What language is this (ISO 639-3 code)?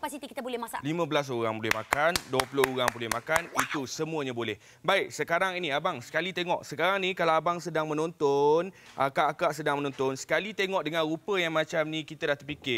msa